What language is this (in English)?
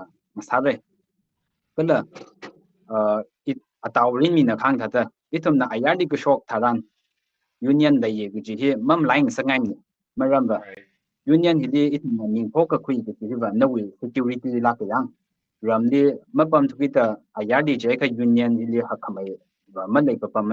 Tangkhul Naga (India)